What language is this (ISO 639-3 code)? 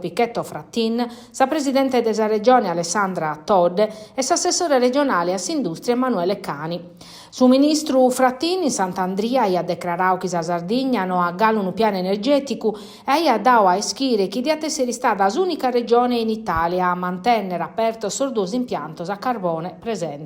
srd